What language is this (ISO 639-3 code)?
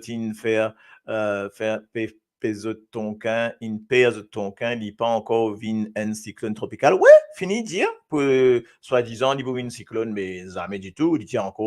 mfe